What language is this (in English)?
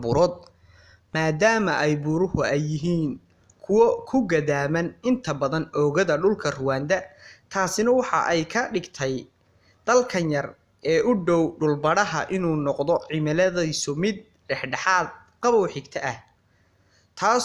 Somali